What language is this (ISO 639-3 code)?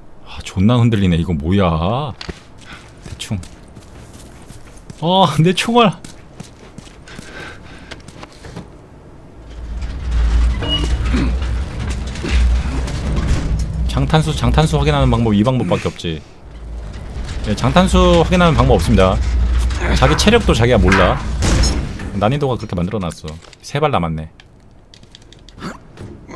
kor